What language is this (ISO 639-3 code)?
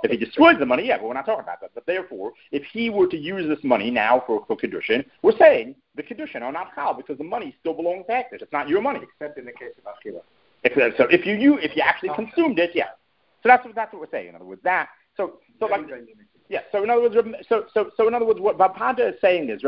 eng